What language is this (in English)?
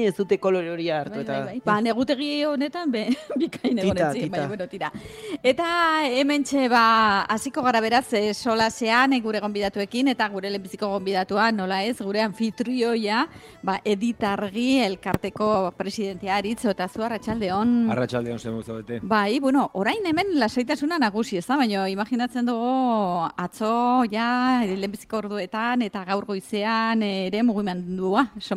Basque